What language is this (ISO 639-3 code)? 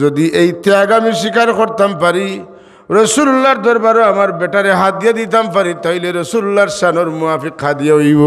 syl